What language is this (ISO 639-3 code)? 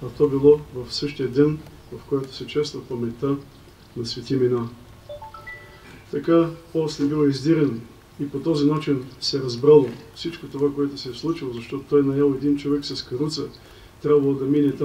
bul